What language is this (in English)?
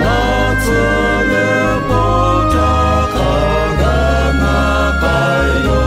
Lahu